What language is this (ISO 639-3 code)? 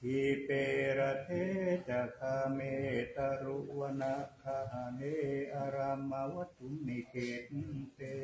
pli